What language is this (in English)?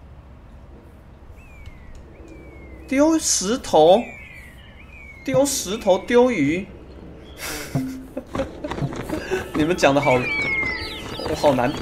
Chinese